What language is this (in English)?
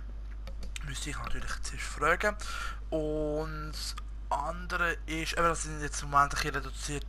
Swiss German